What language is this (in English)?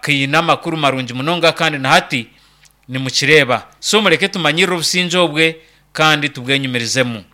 Nyankole